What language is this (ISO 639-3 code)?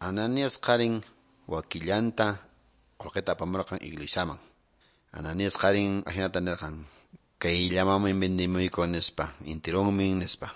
que